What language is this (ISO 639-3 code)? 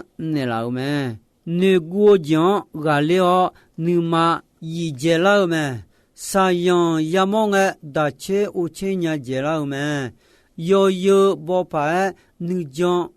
ahk